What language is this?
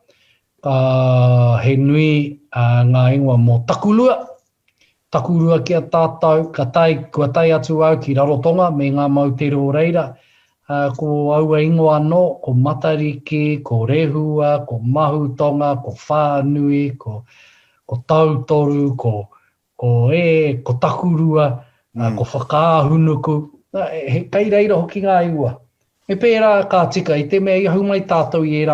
Māori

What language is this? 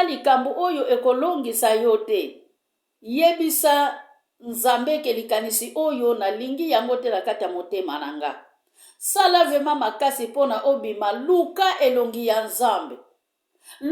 Lingala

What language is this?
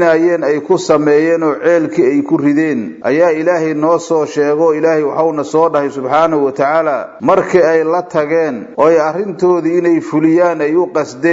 Somali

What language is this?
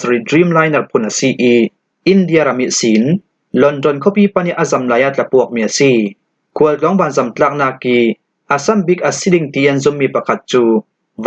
Falam Chin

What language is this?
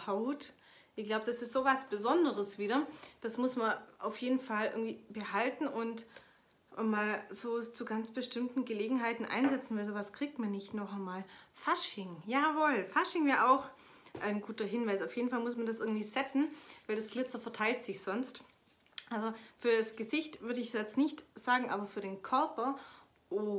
German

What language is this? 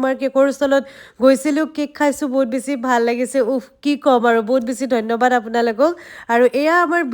Assamese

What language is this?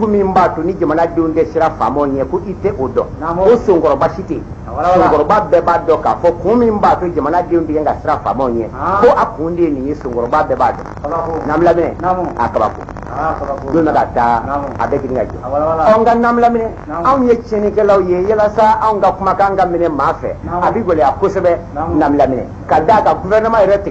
Bambara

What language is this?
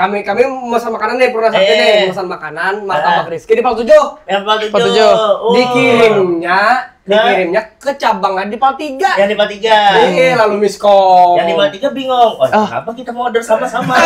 Banjar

